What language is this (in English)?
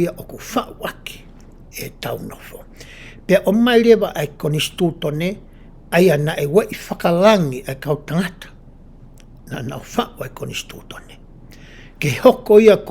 Tongan